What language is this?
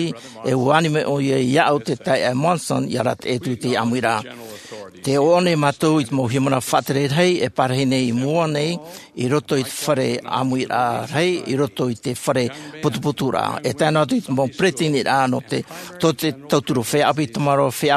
Tahitian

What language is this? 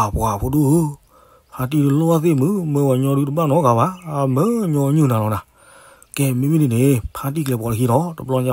S'gaw Karen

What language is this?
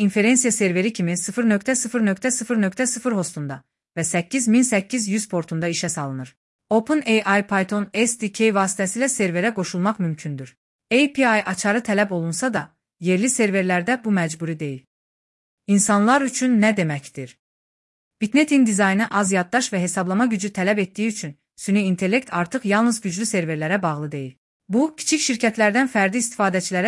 Azerbaijani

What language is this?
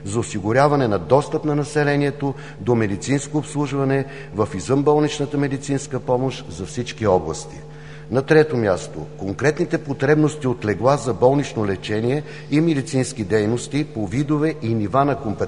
Bulgarian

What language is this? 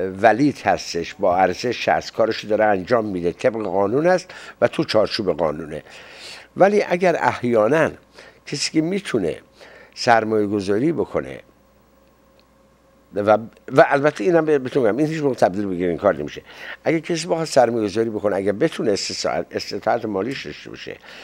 Persian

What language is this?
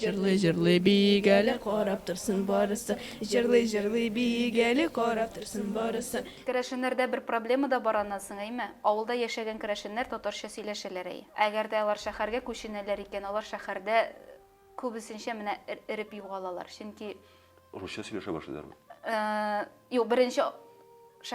Tatar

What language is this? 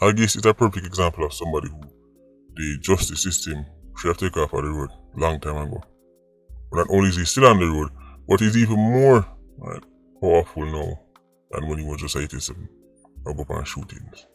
Jamaican Creole English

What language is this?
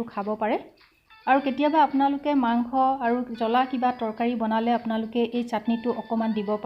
Assamese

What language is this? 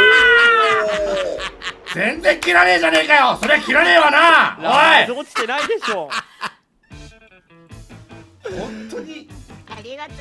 Japanese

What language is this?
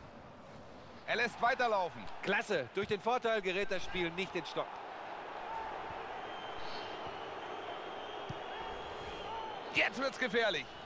German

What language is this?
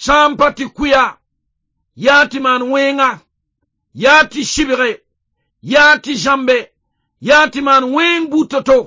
Mossi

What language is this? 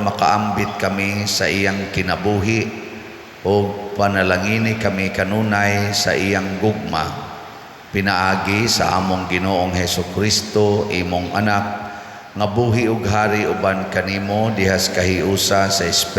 Cebuano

